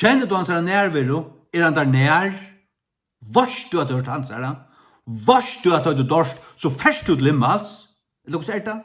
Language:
Faroese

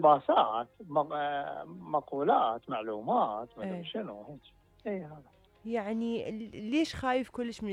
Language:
Mesopotamian Arabic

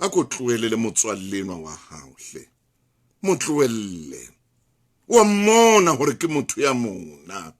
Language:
Southern Sotho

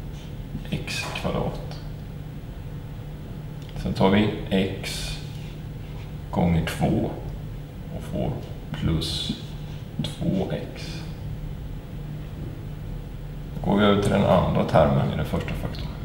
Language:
Swedish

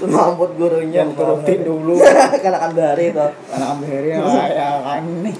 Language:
Banjar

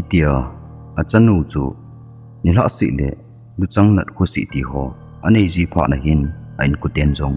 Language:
Thado Chin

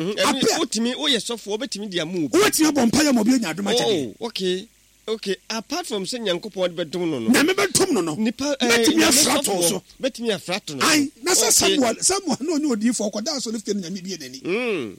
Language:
Akan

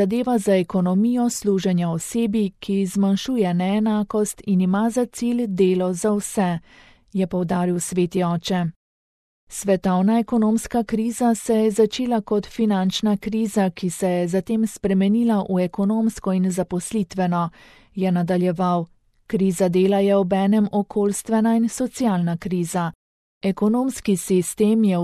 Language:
Slovenian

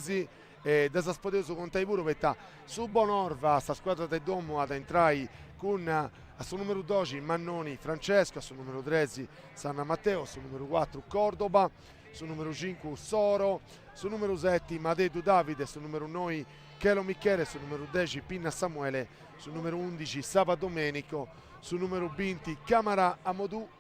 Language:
Sardinian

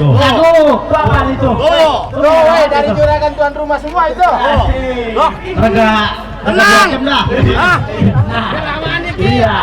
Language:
Betawi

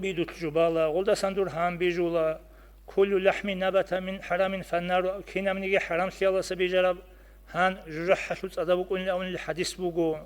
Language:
Avaric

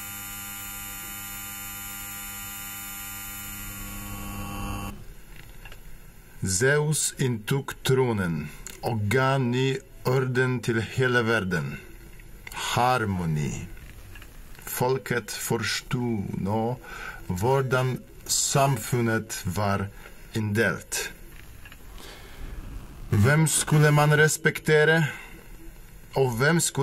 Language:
Norwegian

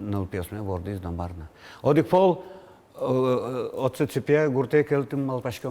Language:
Udmurt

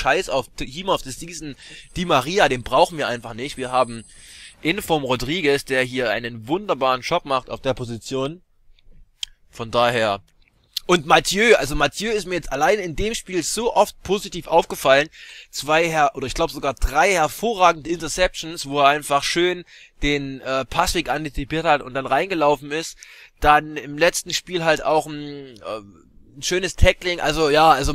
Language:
German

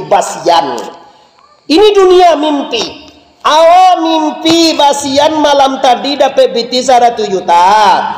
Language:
Minangkabau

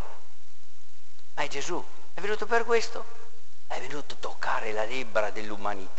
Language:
Italian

